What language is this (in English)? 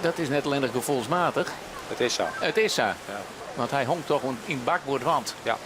Western Frisian